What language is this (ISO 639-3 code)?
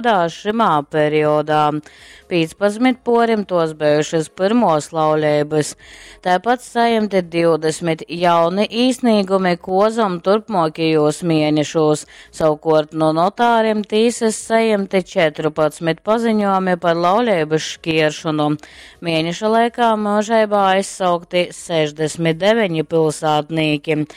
ltg